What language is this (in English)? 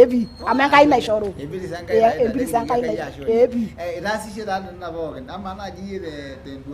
Masai